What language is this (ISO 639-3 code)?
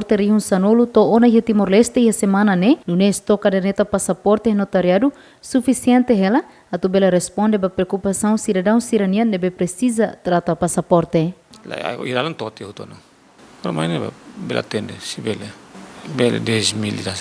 tet